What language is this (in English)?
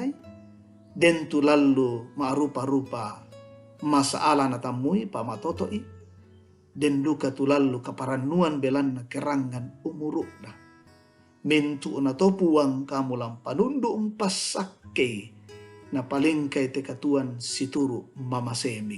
Toraja-Sa'dan